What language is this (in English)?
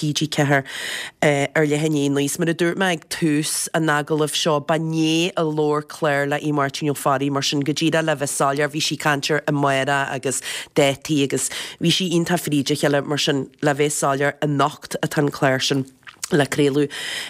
Irish